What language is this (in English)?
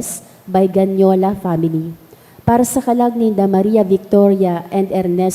Bikol